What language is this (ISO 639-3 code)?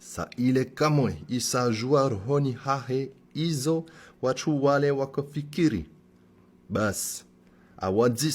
swb